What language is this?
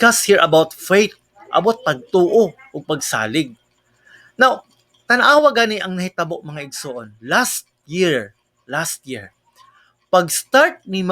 Cebuano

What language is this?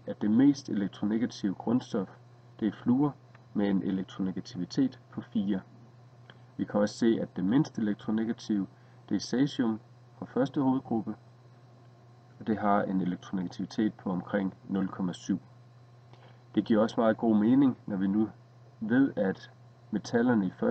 Danish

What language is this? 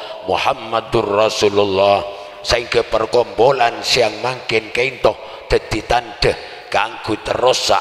Madurese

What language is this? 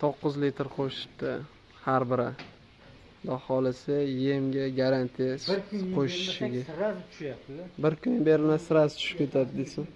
Uzbek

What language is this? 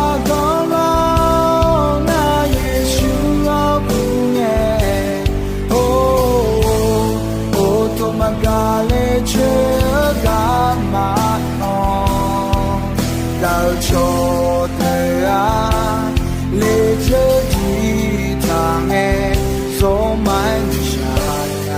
Akha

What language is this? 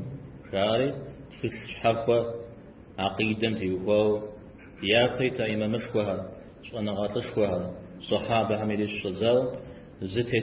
Kabardian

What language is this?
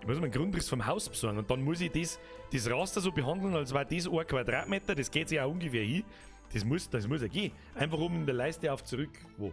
Bavarian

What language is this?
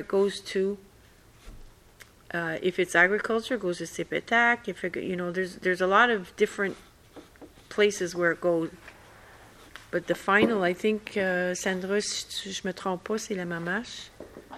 French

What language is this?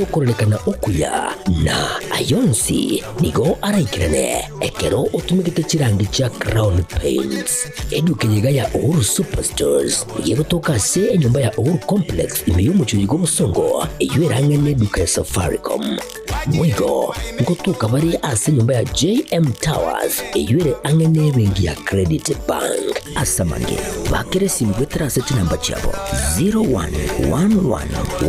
Gusii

